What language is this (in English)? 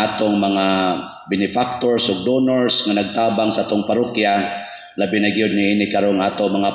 Cebuano